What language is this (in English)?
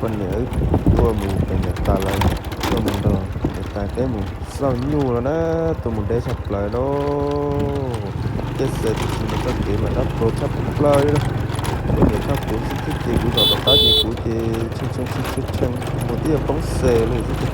Hmong